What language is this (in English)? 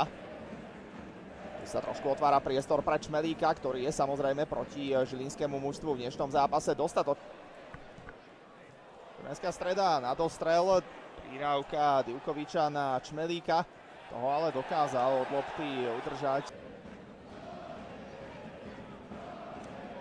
Slovak